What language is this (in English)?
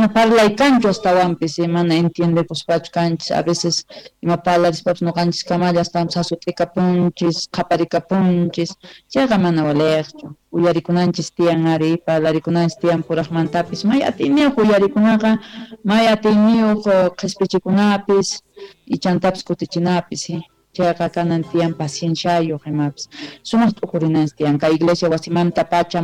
Quechua